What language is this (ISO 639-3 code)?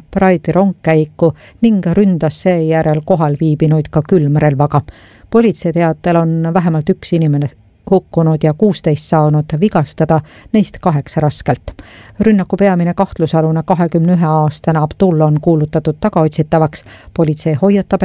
est